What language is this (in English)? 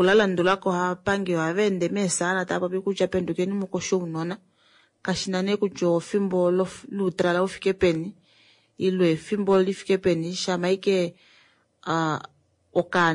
Kuanyama